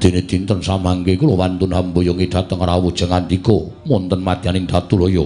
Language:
Javanese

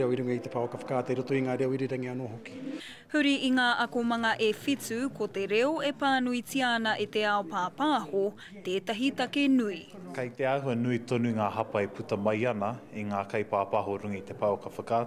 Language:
Māori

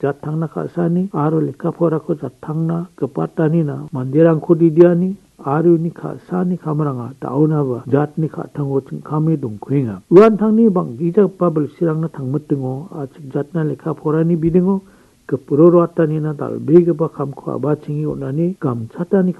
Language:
Garo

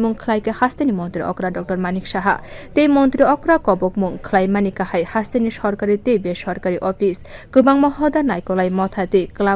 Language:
Kok Borok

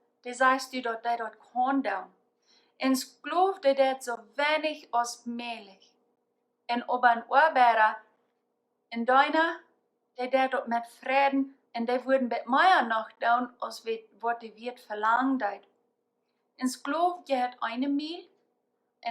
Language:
Plautdietsch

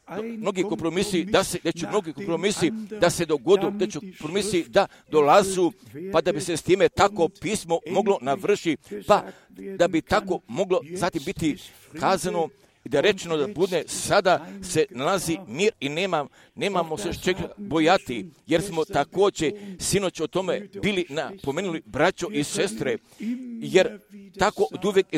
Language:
Croatian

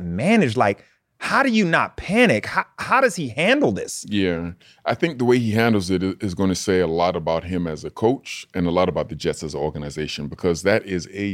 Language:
English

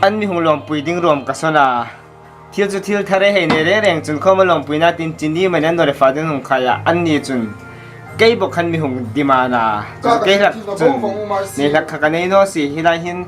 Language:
Hmar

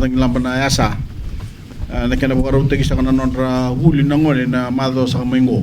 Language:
Fijian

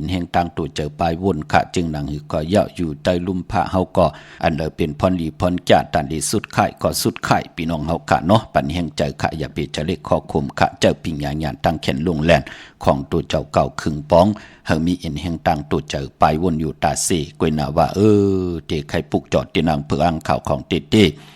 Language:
Shan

